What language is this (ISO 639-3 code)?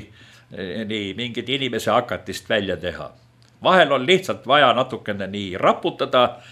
est